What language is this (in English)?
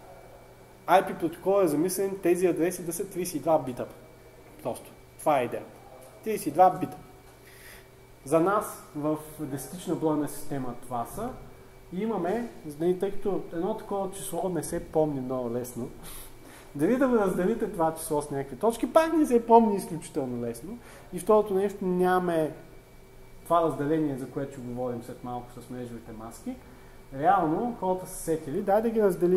Bulgarian